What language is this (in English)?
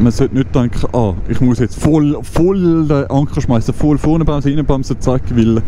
Swiss German